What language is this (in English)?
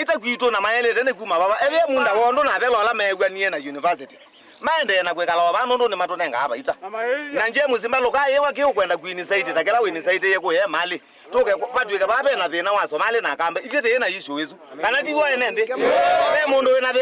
Kamba